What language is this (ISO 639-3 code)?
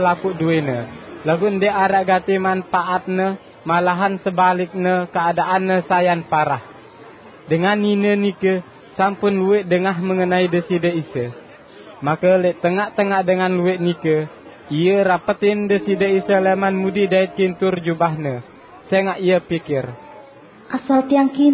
sas